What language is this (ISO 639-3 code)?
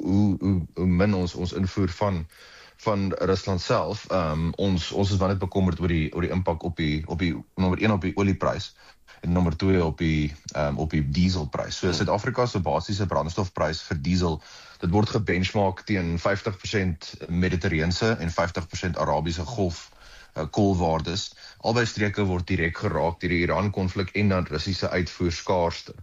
afr